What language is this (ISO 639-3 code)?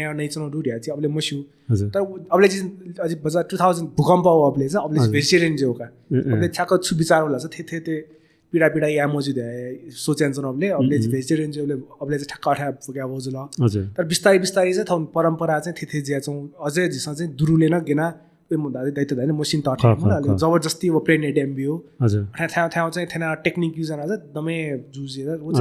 new